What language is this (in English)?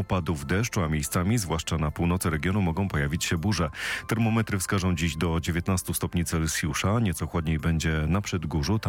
Polish